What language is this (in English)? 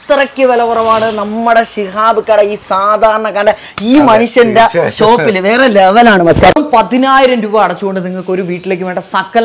Malayalam